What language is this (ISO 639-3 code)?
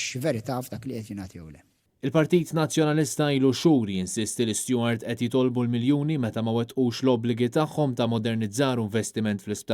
mlt